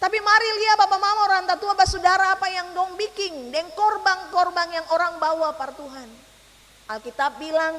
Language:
Ambonese Malay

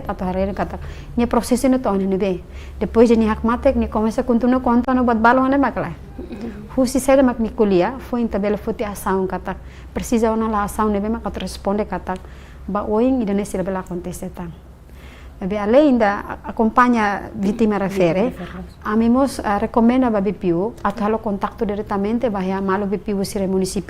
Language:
Tetum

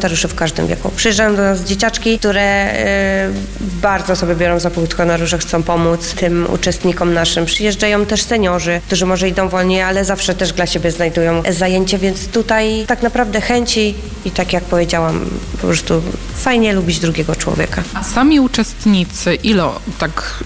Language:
Polish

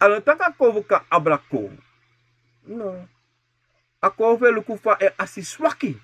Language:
Sranan Tongo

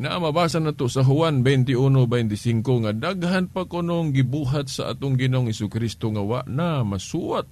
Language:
Cebuano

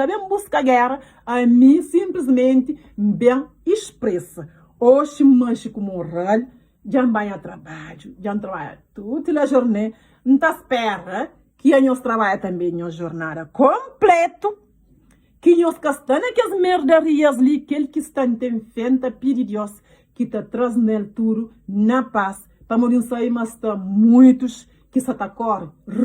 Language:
Kabuverdianu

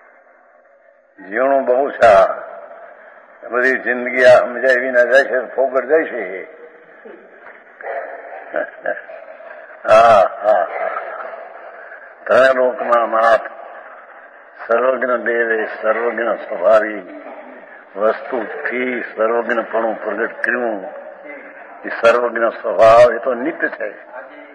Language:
Gujarati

